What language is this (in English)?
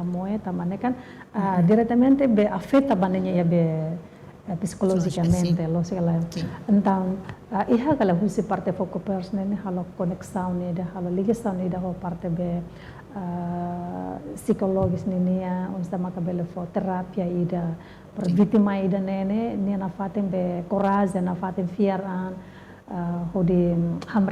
Tetum